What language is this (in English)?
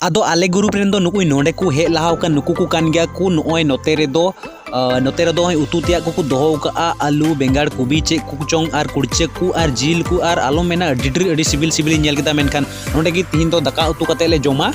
Santali